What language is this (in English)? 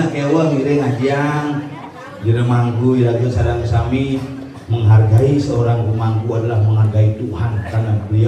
Balinese